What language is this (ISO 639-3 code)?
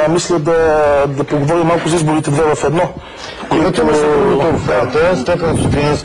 bul